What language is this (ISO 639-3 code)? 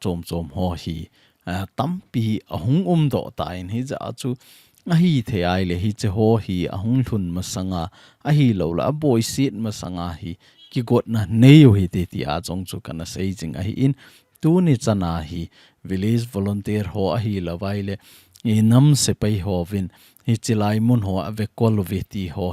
tcz